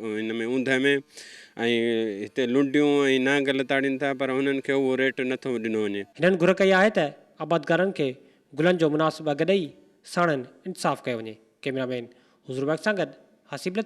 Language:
Sindhi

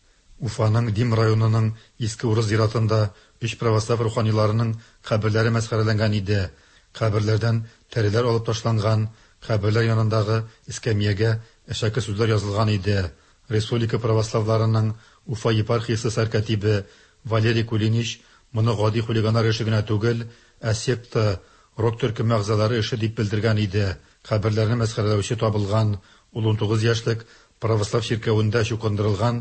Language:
Tatar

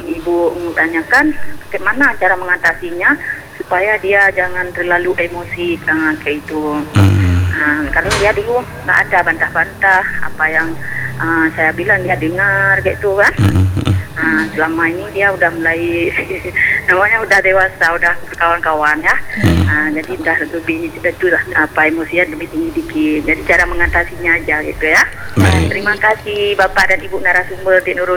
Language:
Indonesian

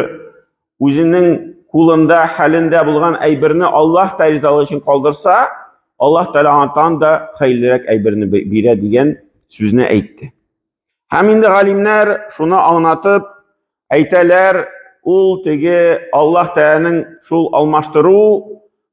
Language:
Tatar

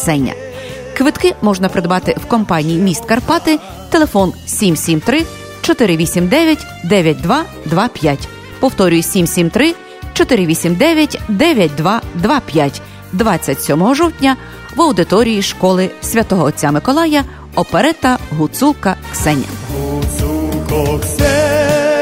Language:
Ukrainian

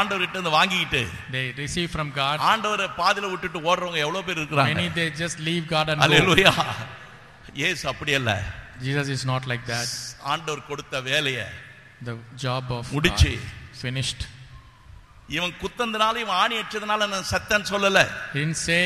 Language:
Tamil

